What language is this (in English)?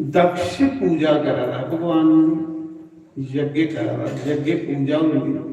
Dogri